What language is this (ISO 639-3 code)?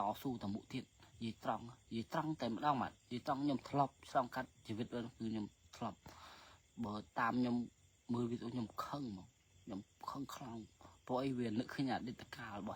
khm